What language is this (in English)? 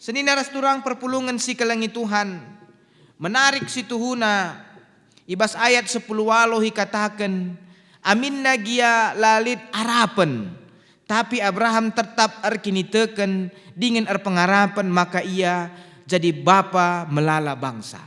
Batak Karo